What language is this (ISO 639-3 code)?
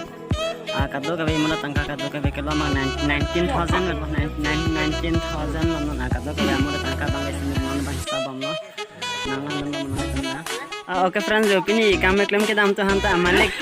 mjw